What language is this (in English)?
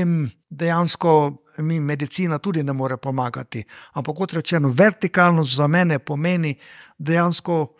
Slovenian